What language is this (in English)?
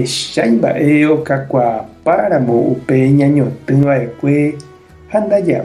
Guarani